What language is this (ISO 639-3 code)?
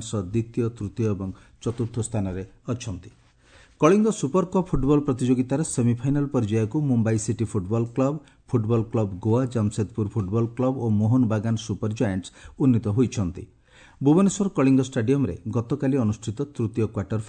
ori